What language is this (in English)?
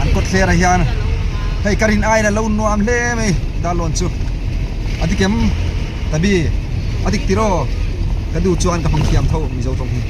Hmar